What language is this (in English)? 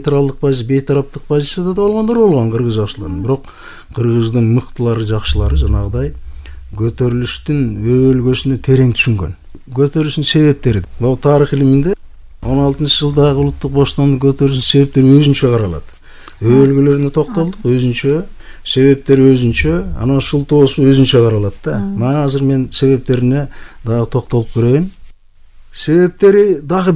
Kyrgyz